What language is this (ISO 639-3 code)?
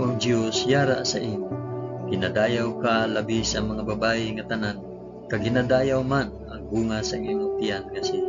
hil